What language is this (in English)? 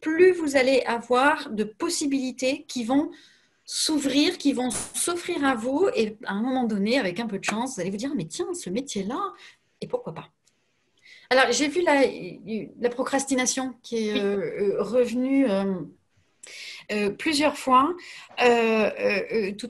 French